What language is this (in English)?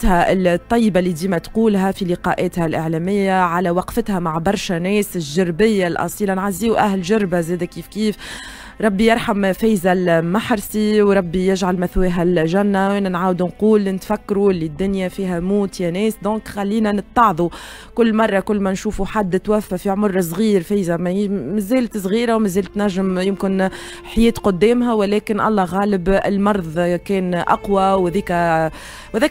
Tunisian Arabic